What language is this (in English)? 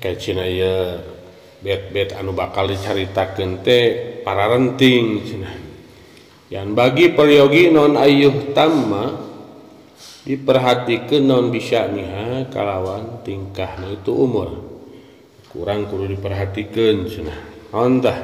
Sundanese